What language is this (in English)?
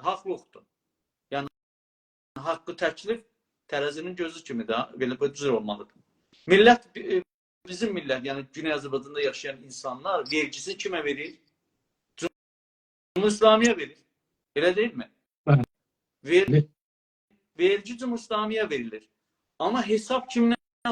South Azerbaijani